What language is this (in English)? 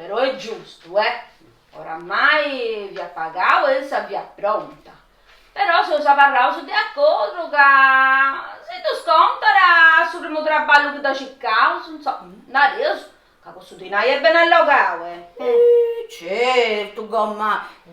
Sardinian